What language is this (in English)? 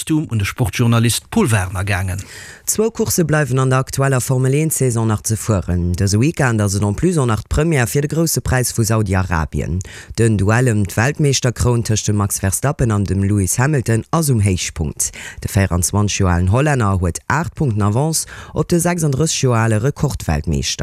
Luxembourgish